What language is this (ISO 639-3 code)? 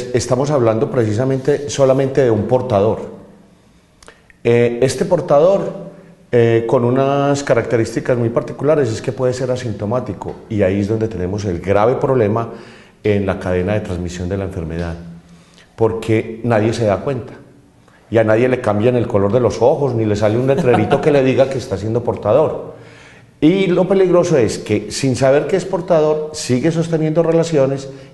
spa